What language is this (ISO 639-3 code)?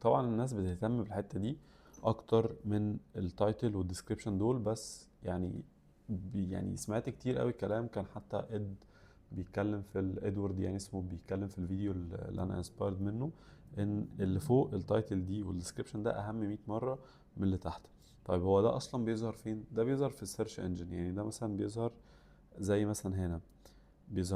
arz